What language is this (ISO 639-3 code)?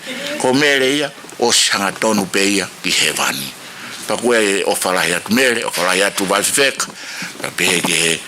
ton